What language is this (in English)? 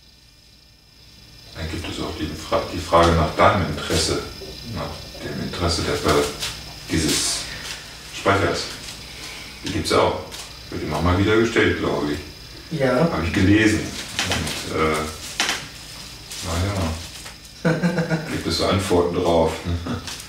German